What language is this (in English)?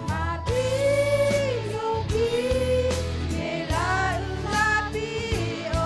Lahu